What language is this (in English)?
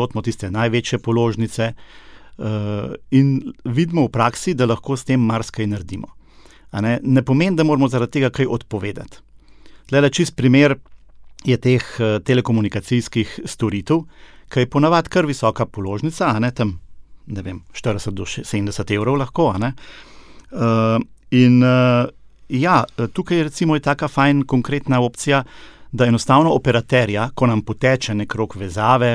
Slovenian